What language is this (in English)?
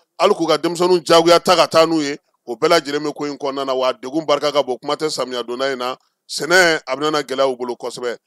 Bambara